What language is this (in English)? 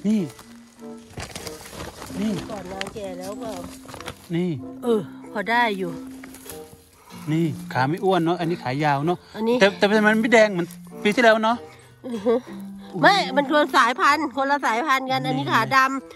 Thai